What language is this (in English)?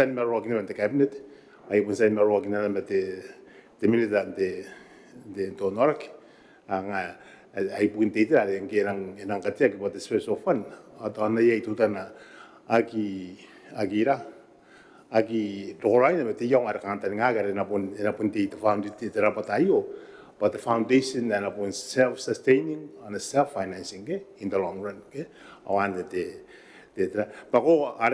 Gilbertese